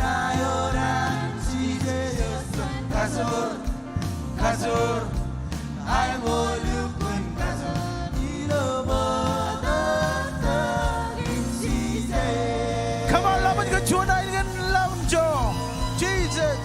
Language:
Marshallese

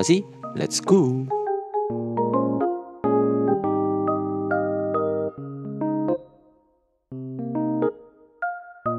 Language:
Indonesian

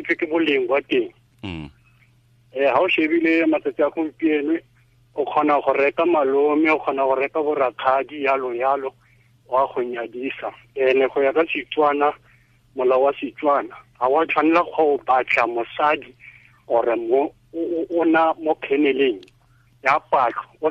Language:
Tswana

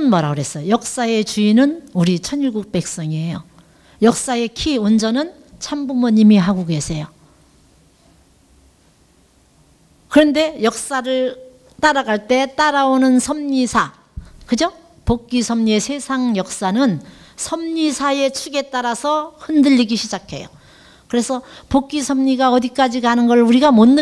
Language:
Korean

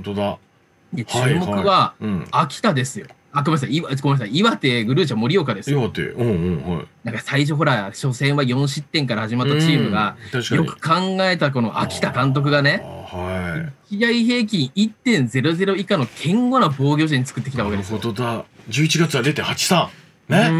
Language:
Japanese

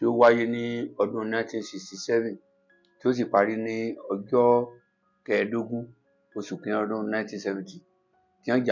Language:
Yoruba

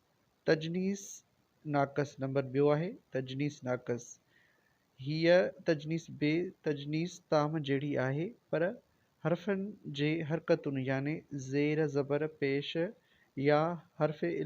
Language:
Sindhi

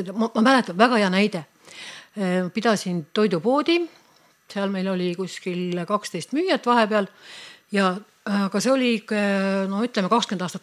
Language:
Estonian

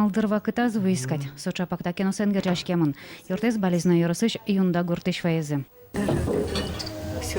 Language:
Udmurt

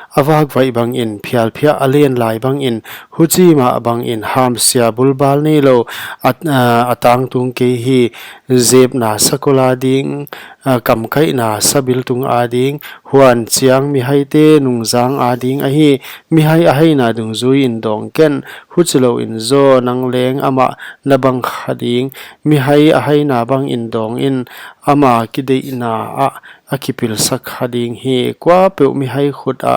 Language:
Paite Chin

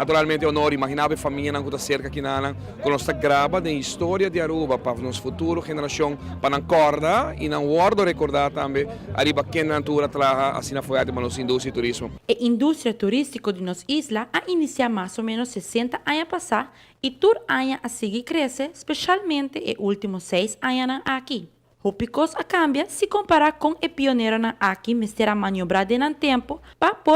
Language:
Papiamento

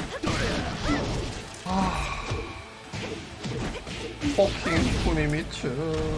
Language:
Korean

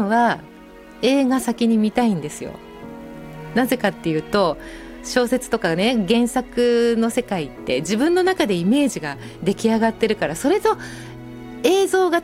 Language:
Japanese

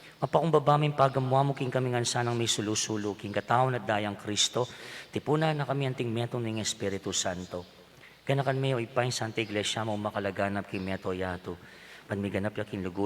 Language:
Pampanga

